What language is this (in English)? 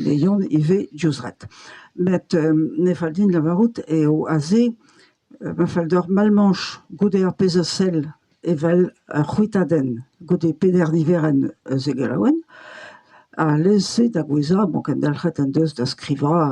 Breton